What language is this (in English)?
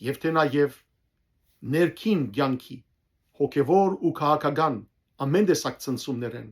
Western Armenian